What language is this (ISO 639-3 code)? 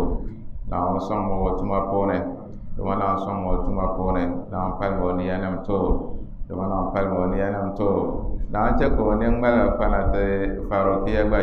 dag